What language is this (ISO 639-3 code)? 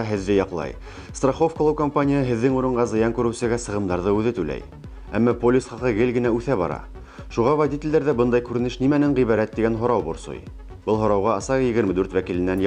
bak